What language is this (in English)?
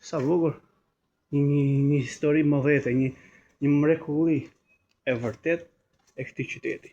Albanian